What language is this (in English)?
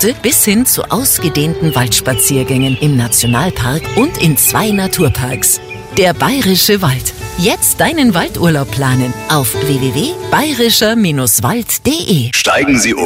German